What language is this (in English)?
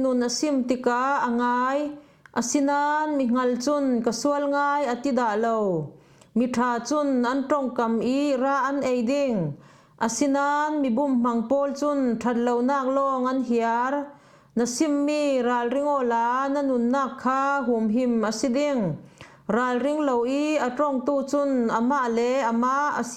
Falam Chin